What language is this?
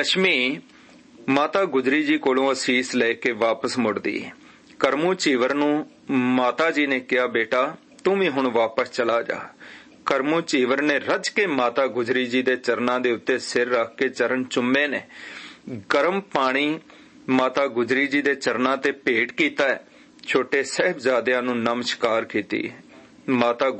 Punjabi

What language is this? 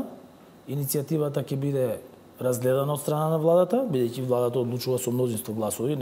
Macedonian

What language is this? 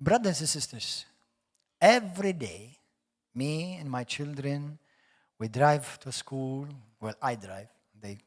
English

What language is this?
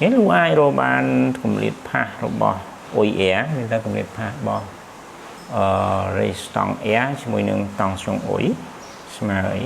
Khmer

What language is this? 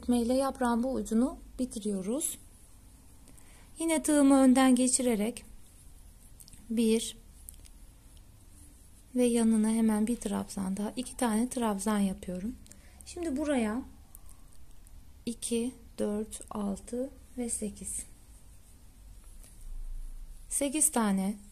Turkish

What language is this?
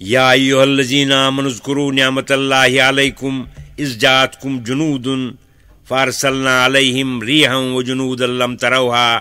Kashmiri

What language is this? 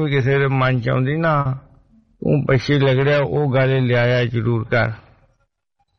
Punjabi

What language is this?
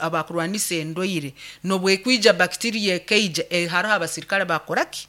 Nyankole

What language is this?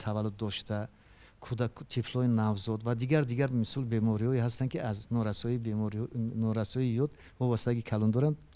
Tajik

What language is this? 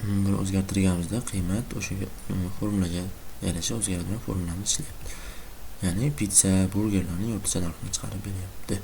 Uzbek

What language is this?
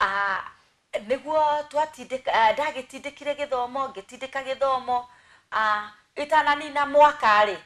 Kikuyu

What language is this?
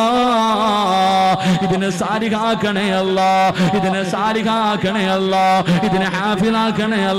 Malayalam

